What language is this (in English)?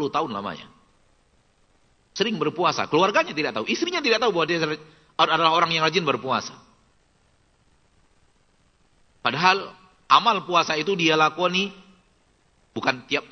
Indonesian